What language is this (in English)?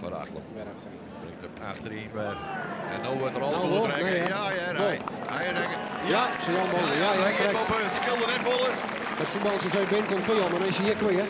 Western Frisian